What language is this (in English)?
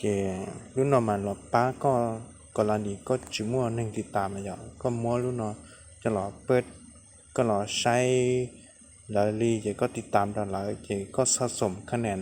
Hmong